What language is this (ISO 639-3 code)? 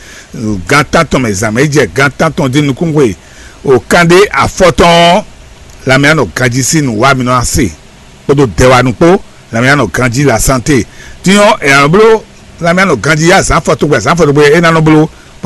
fon